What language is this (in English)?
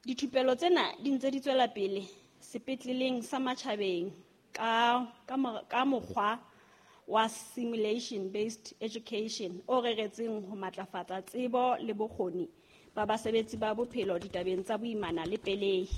Southern Sotho